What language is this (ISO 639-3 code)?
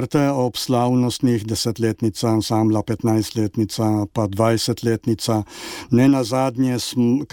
slv